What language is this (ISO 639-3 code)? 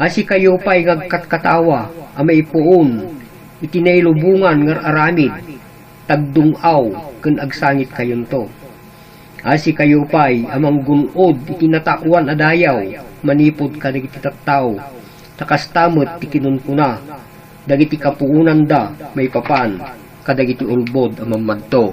ilo